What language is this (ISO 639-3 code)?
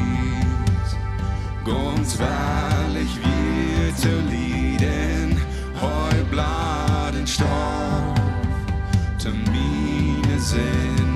pdt